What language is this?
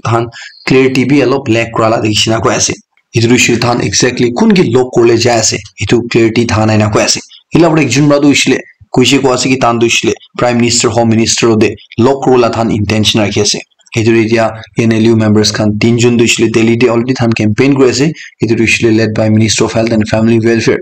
Naga Pidgin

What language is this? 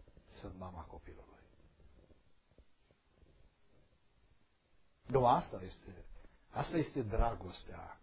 Romanian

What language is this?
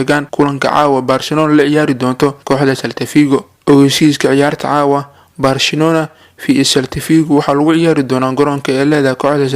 Somali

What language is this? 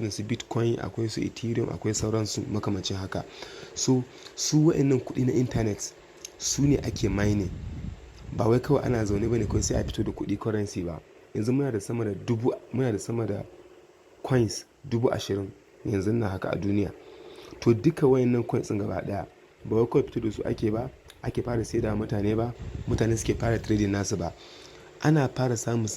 Hausa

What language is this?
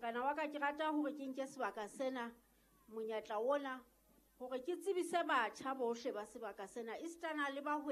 Southern Sotho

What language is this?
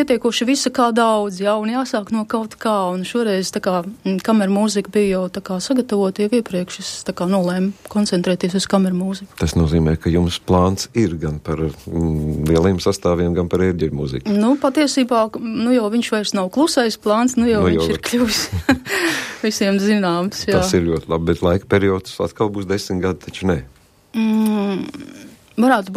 Latvian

